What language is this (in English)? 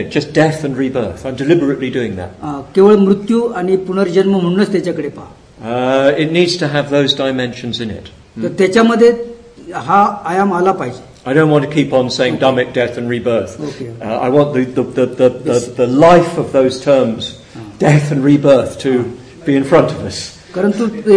Marathi